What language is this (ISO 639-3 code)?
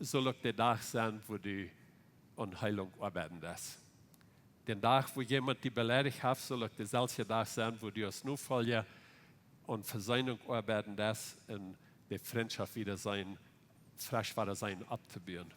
pdt